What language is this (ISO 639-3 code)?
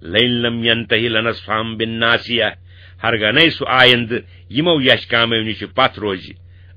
kas